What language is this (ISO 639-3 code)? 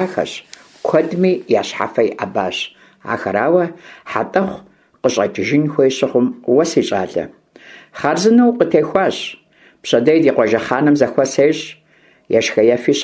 kbd